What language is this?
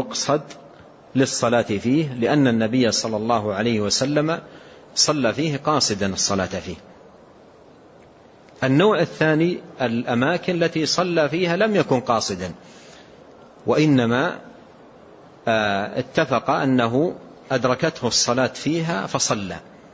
Arabic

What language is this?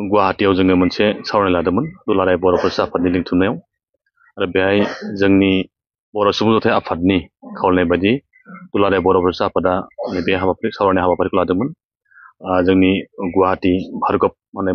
Bodo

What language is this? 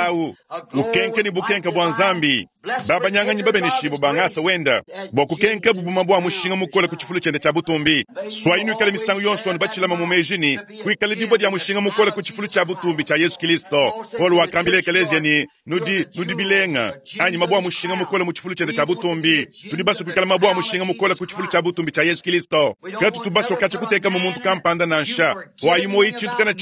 Luba-Lulua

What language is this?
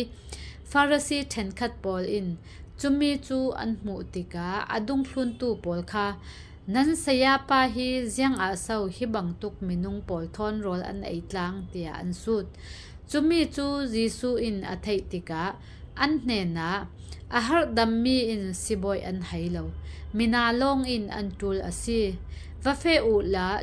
Falam Chin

